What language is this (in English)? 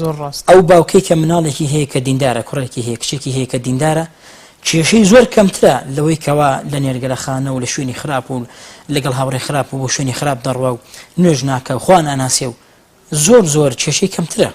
Central Kurdish